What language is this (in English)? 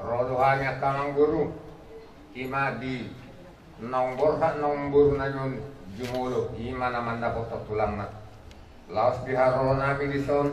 Batak Toba